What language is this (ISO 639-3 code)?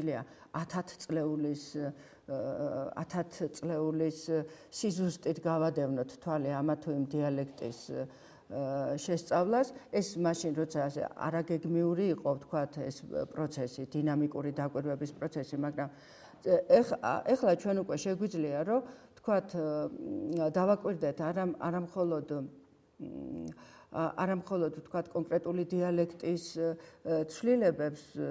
kat